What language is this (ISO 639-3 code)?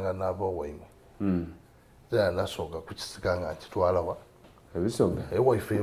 xog